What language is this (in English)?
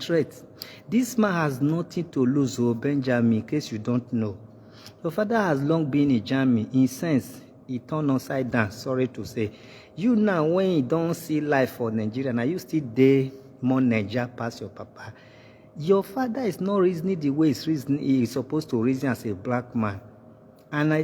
Nigerian Pidgin